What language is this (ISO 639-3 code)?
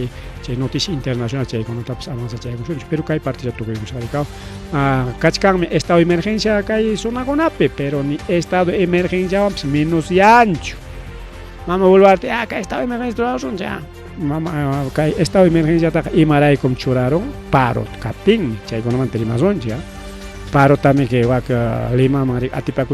quy